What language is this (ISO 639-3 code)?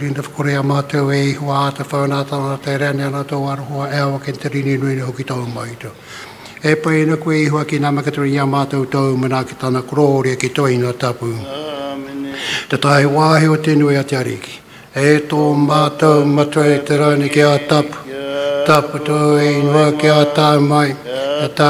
mri